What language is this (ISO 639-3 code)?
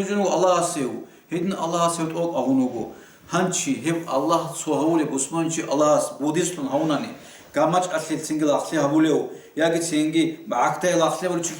ava